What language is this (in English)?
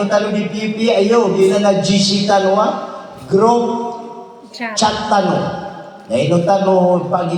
Maranao